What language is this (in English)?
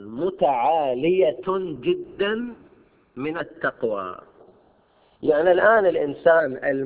Arabic